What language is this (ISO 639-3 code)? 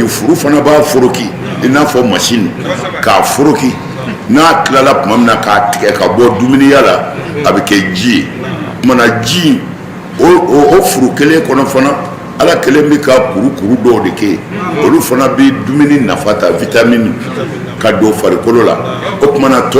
bam